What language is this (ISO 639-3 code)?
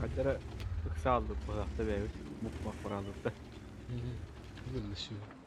sah